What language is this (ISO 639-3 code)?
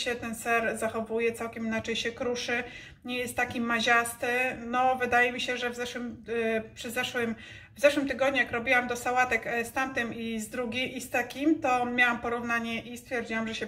pol